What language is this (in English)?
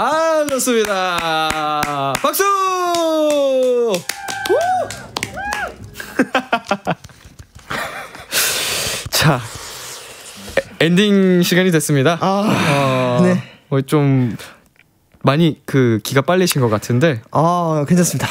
Korean